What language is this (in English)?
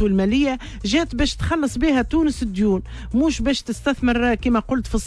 Tunisian Arabic